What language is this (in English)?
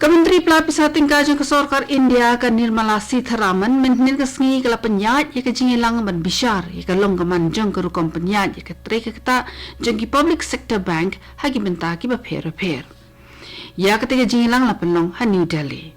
Khasi